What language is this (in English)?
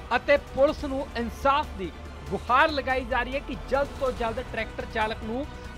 Punjabi